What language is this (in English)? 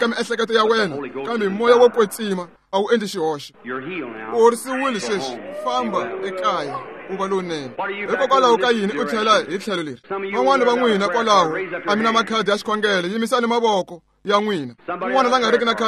Tsonga